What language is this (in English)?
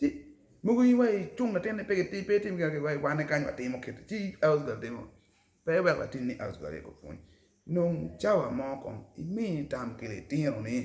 Acoli